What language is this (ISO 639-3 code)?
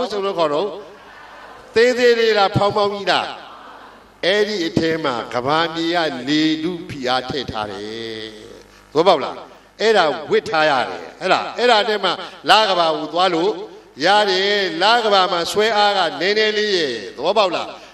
mya